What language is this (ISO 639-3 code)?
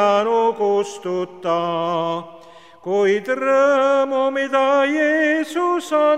est